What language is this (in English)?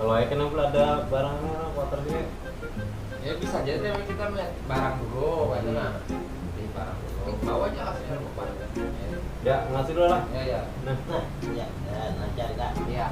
Banjar